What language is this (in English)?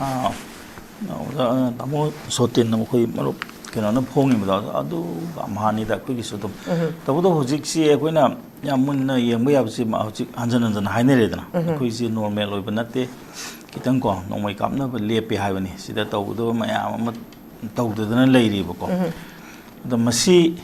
Manipuri